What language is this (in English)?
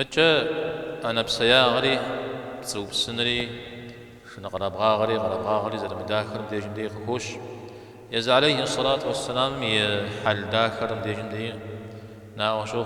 Kabardian